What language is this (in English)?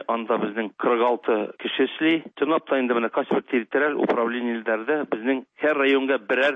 Tatar